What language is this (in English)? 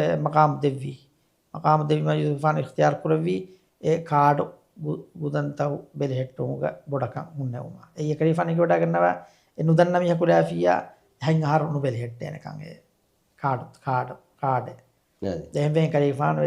Divehi